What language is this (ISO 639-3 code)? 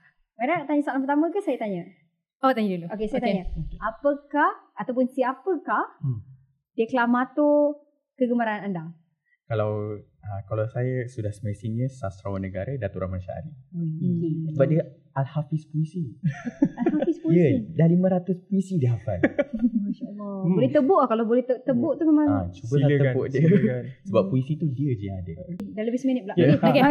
msa